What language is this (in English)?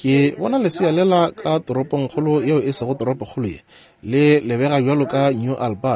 Northern Sotho